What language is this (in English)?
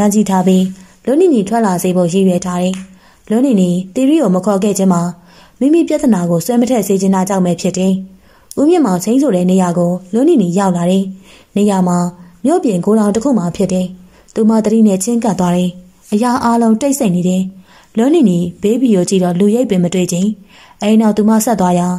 Burmese